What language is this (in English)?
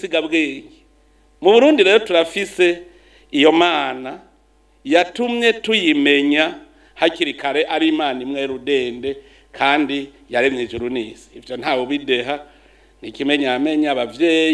Rundi